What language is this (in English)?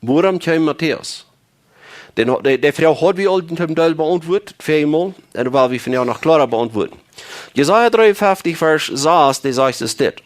Plautdietsch